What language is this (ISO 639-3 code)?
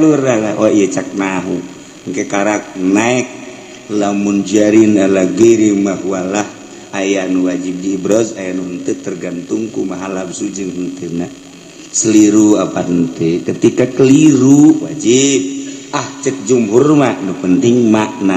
sun